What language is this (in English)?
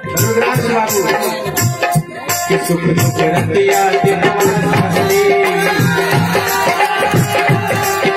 Bhojpuri